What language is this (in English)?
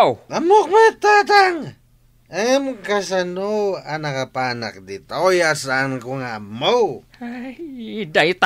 Iloko